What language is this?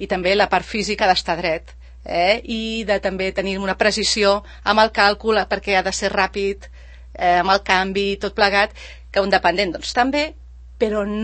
Catalan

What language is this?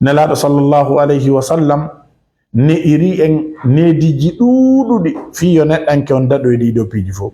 Fula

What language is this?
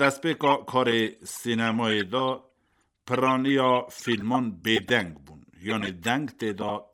Kurdish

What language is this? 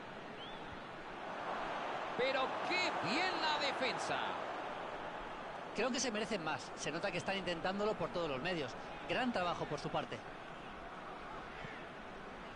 Spanish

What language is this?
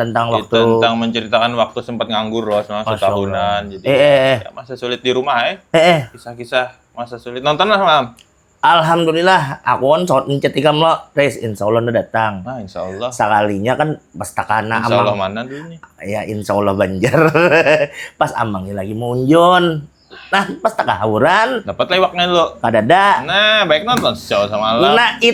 Banjar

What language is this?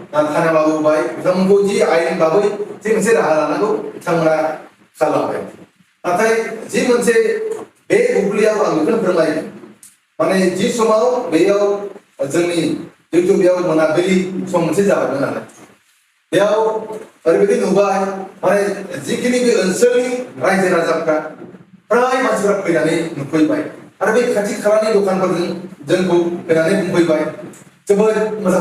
Bodo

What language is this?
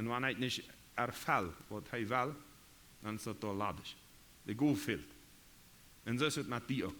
Plautdietsch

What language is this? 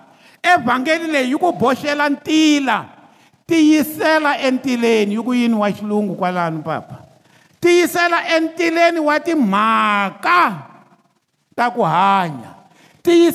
Tsonga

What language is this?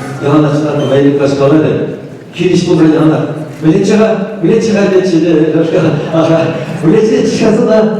Chuvash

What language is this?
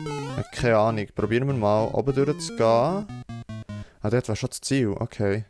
Swiss German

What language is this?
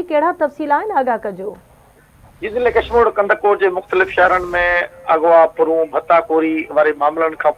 Sindhi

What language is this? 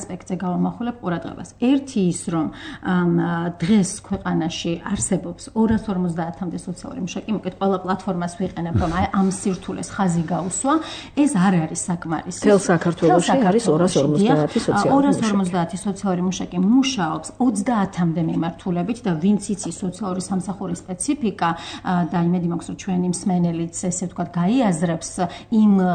Georgian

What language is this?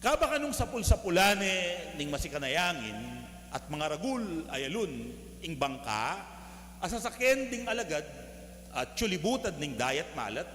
Pampanga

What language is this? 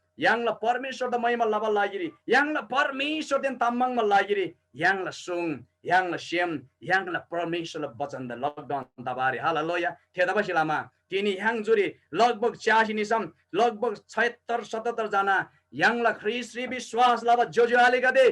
Eastern Tamang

